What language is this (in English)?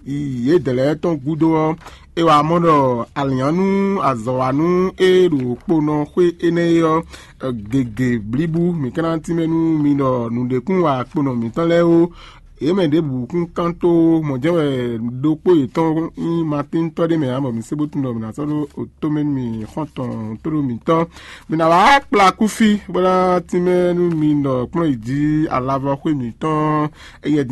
Fon